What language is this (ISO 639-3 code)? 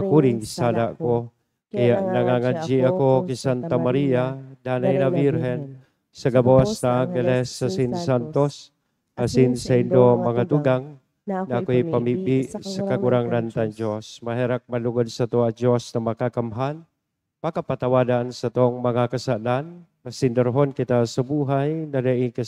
bik